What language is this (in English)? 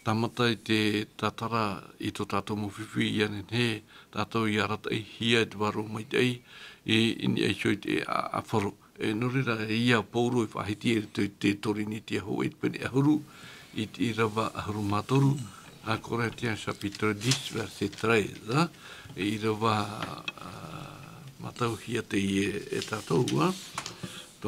Tahitian